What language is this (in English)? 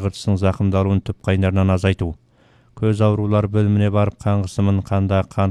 Kazakh